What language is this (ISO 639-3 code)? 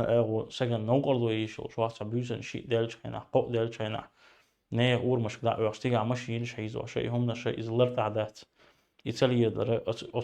che